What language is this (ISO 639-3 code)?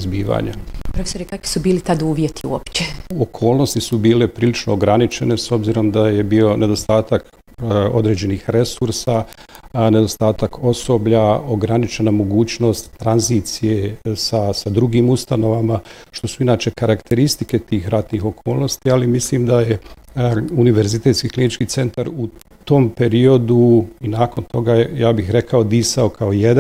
bos